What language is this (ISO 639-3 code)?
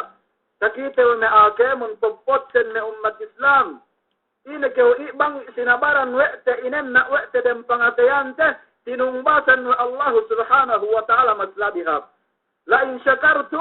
yka